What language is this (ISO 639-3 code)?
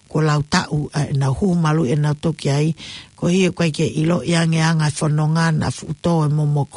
ton